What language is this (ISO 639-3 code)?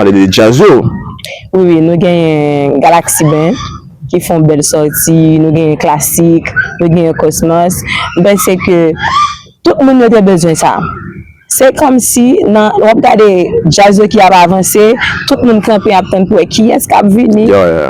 hat